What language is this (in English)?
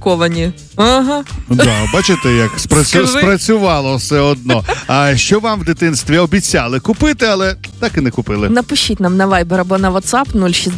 Ukrainian